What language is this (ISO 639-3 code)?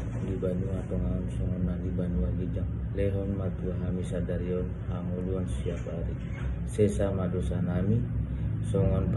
bbc